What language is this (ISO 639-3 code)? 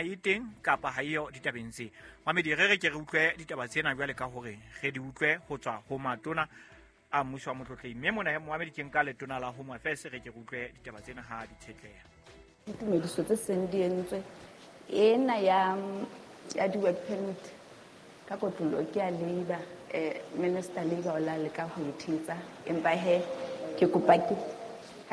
sot